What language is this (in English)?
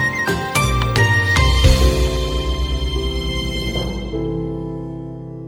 Kannada